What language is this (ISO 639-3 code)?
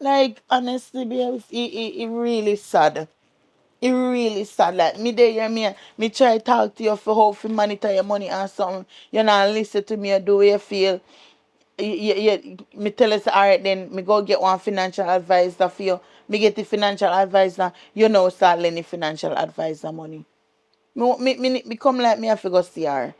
jam